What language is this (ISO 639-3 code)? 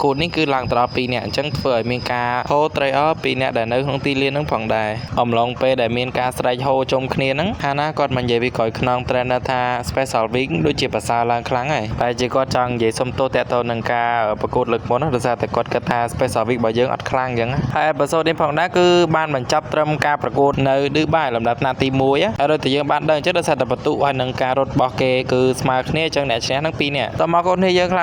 khm